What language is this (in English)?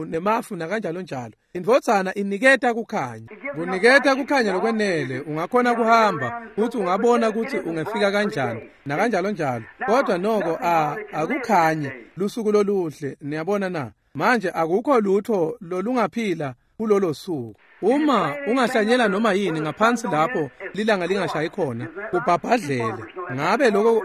Swati